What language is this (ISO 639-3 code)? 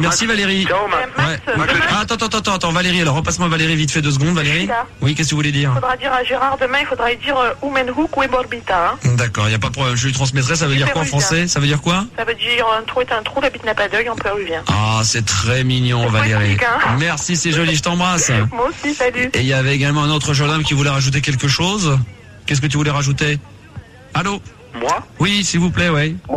fra